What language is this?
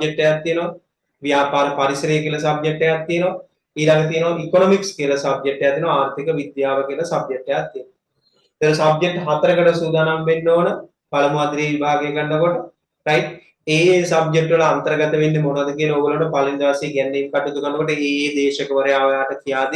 Sinhala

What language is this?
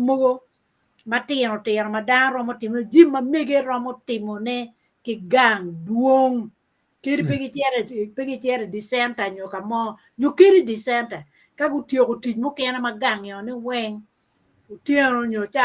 Acoli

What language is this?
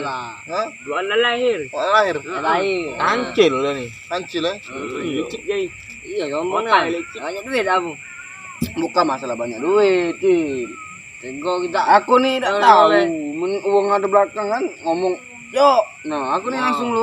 Musi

